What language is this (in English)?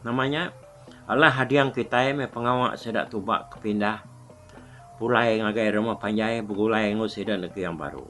Iban